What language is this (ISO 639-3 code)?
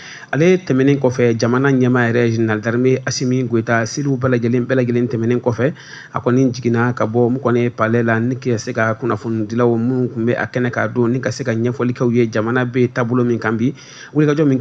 bam